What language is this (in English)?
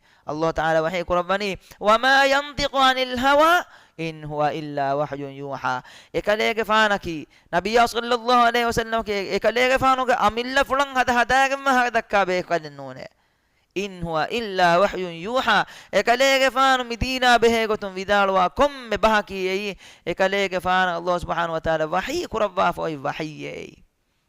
Divehi